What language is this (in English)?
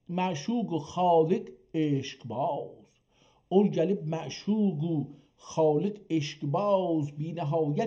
South Azerbaijani